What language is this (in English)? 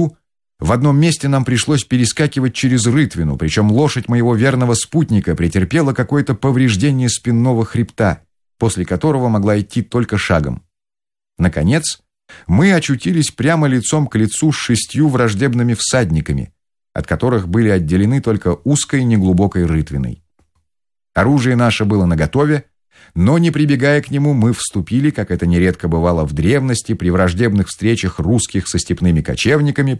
Russian